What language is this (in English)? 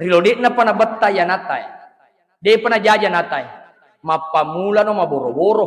Buginese